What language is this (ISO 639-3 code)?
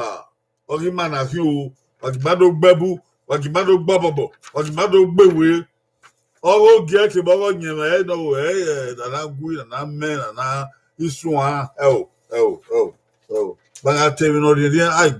bin